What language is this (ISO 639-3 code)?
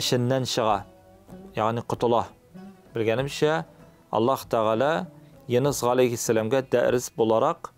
tat